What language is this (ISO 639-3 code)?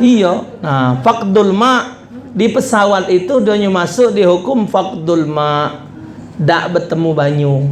mui